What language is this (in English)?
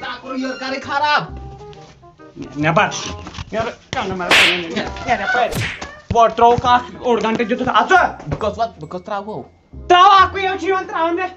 Kashmiri